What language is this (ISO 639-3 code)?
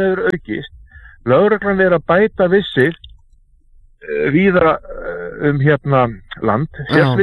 isl